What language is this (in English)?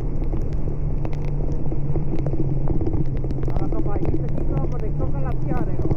Minangkabau